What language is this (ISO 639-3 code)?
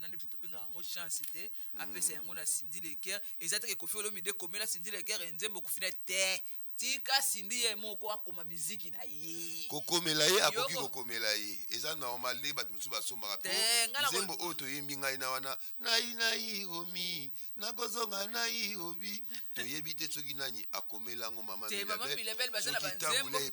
lin